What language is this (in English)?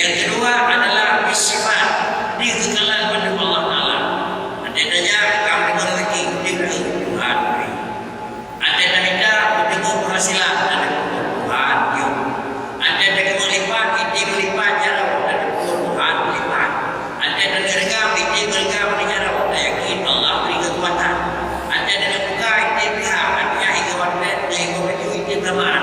Achinese